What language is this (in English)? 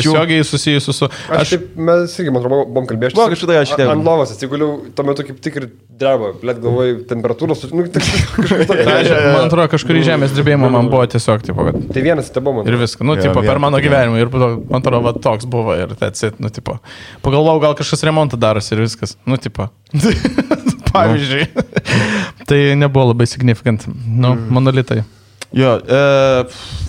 Lithuanian